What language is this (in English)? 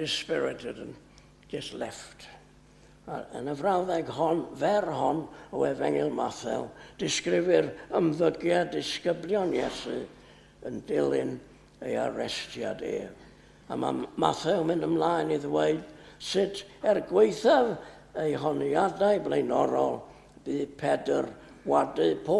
Welsh